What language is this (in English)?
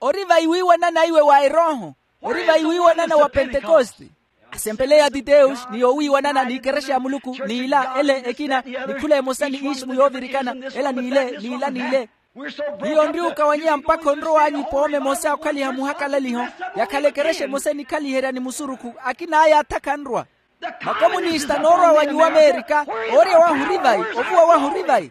Makhuwa